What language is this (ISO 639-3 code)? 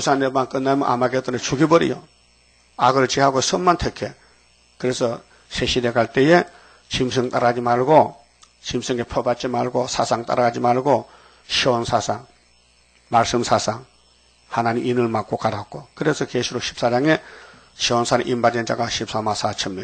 kor